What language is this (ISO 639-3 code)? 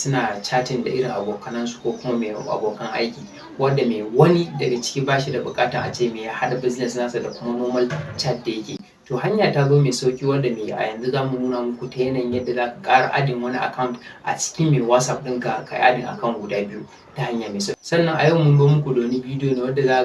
hau